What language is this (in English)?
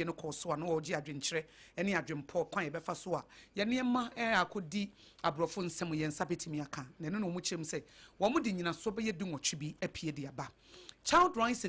Akan